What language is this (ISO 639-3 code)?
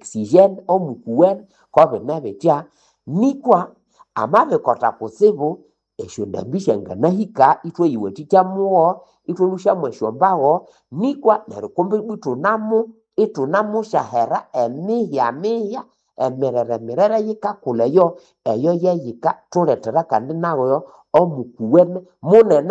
nnb